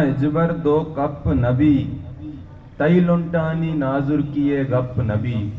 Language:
Eastern Balochi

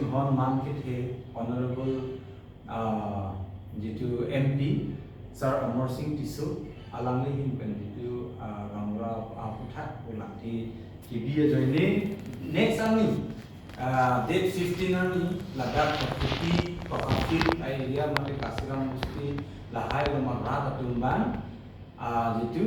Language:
Karbi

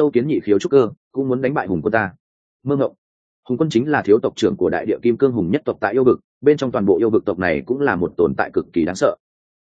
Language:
Vietnamese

